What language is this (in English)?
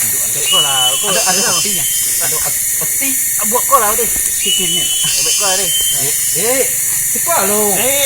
Minangkabau